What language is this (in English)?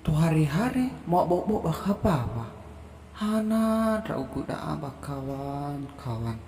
Nias